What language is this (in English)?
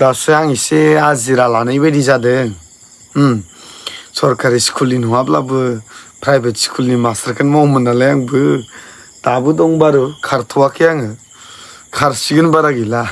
Bodo